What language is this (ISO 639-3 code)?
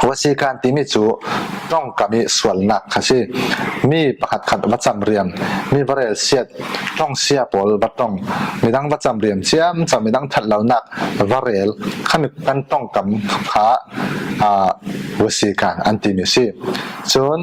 cfm